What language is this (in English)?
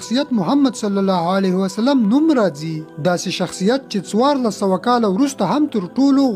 Pashto